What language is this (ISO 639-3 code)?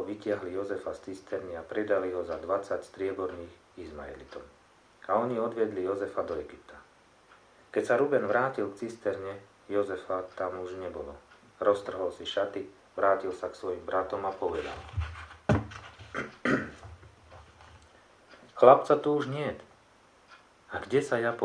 slk